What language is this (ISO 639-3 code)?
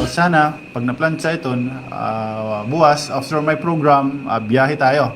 war